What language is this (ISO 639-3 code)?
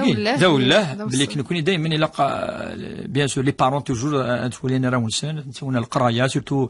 kab